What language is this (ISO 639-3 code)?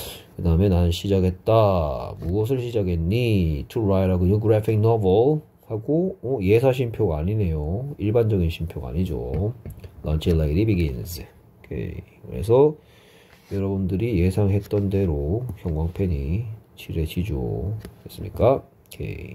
kor